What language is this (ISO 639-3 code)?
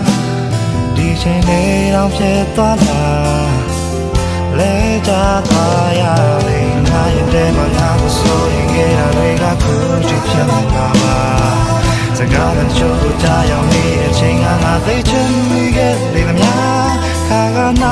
mya